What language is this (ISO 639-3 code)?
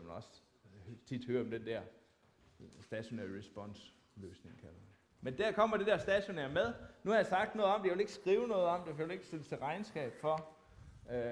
dan